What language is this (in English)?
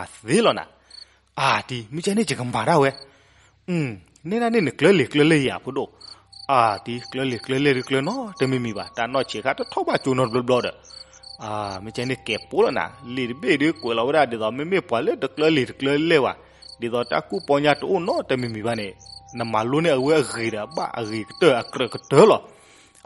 S'gaw Karen